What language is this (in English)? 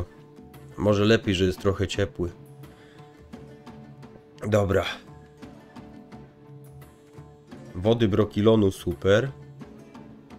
Polish